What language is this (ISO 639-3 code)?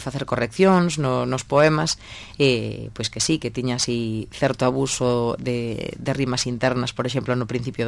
glg